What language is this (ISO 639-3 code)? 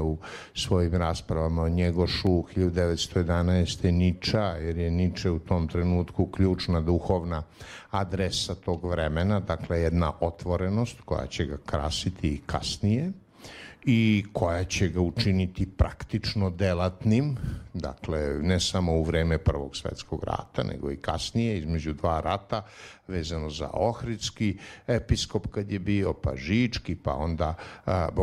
srp